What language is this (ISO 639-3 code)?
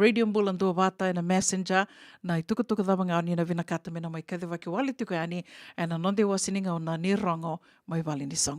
fij